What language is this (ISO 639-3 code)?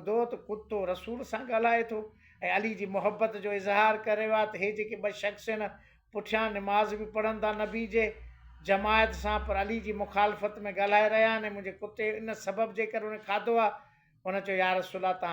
snd